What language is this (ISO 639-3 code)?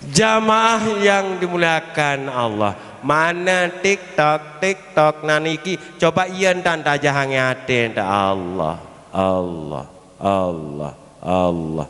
sas